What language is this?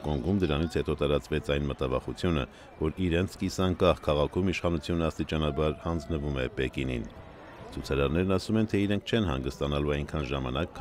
Armenian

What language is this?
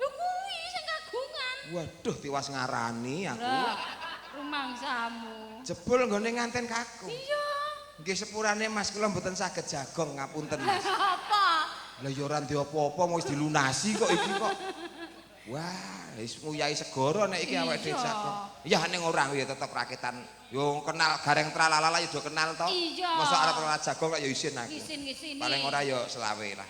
Javanese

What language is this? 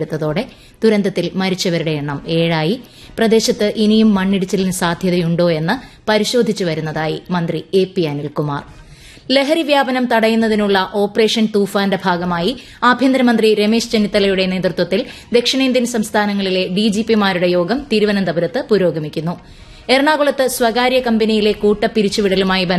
Malayalam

